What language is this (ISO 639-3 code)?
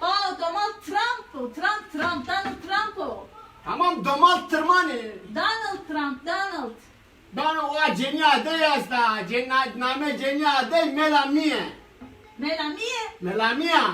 zza